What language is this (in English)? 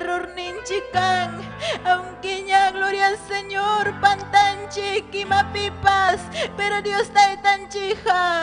Ayacucho Quechua